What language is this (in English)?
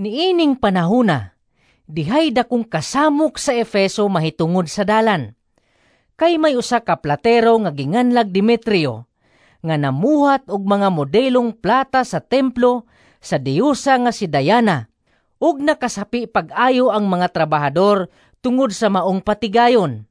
Cebuano